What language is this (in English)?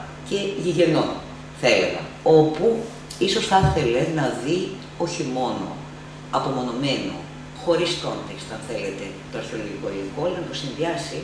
Greek